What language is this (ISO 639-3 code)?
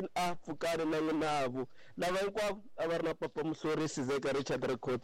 tso